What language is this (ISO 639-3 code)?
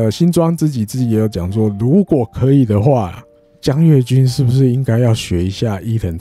zho